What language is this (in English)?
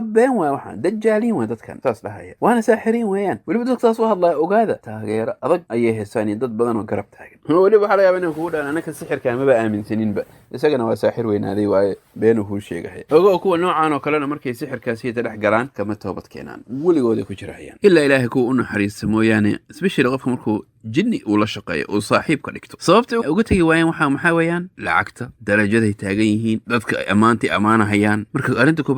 Somali